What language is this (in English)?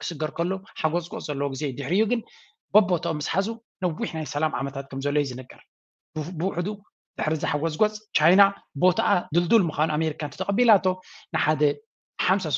Tigrinya